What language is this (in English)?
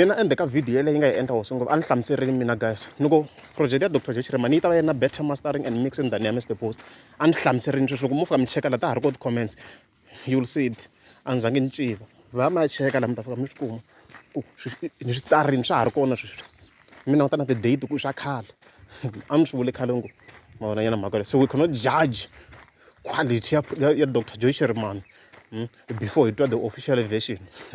Tsonga